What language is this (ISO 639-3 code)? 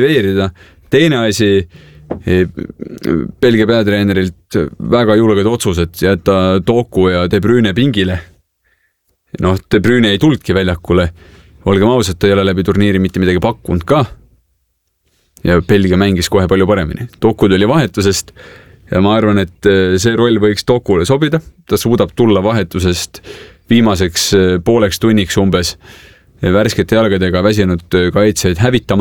est